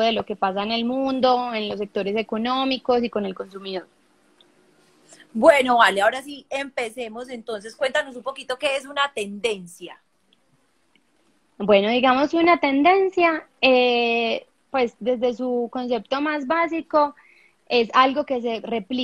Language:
Spanish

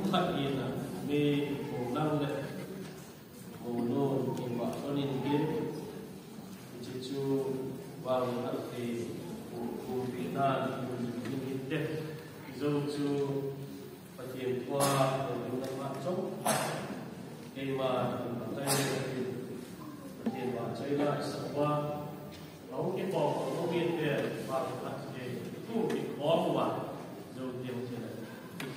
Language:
Vietnamese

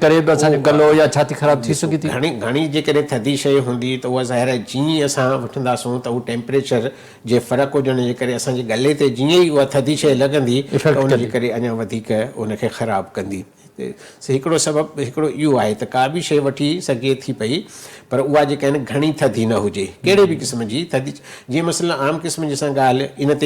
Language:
Sindhi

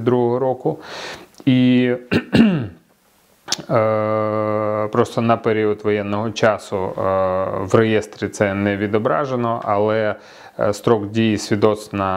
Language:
Ukrainian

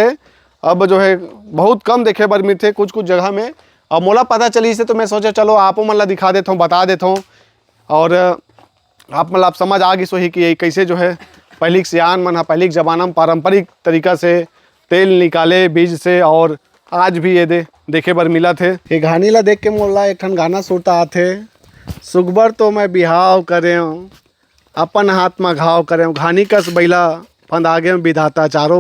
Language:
Chhattisgarhi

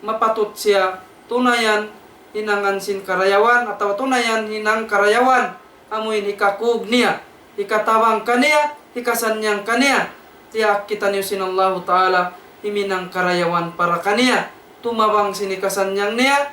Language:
Tausug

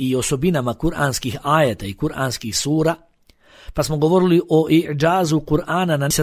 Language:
Bosnian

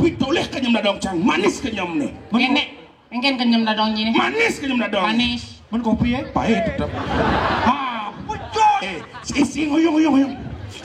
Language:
Balinese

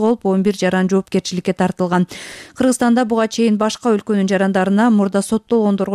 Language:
Kyrgyz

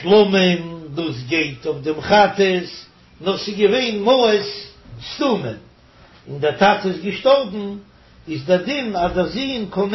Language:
Yiddish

